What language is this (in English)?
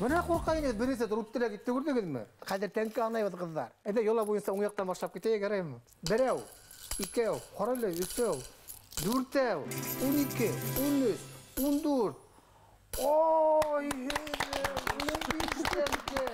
Bashkir